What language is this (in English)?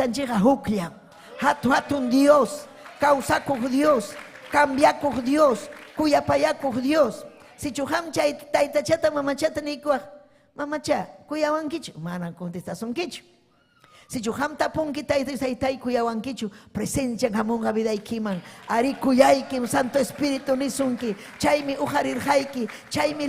Ayacucho Quechua